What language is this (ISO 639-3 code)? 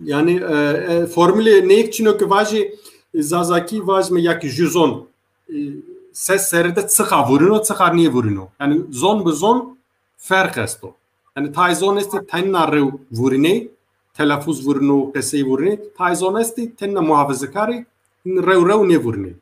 zza